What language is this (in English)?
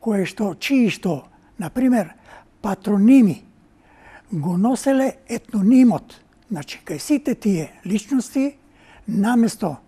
Macedonian